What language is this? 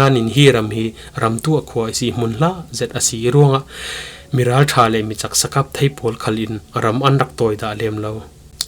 Falam Chin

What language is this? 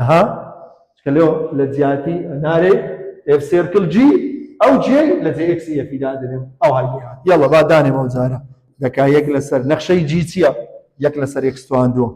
Central Kurdish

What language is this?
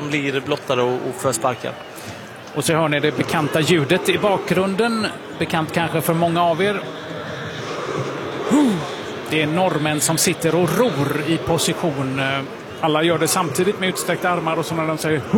Swedish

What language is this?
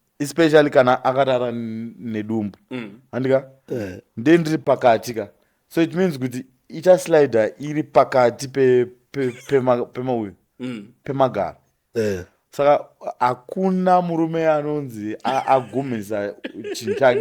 Shona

